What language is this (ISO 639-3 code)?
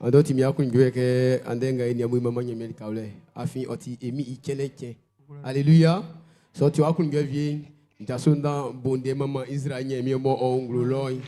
bci